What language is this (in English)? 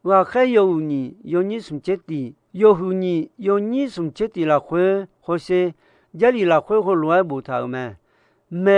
Akha